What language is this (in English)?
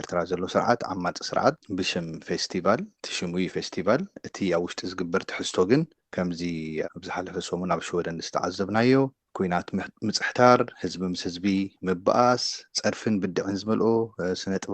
Tigrinya